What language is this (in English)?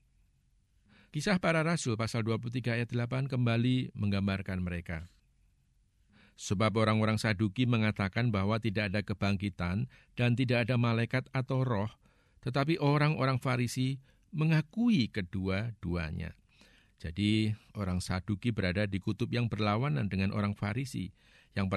Indonesian